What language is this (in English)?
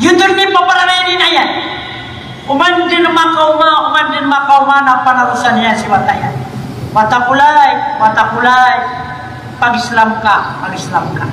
Maranao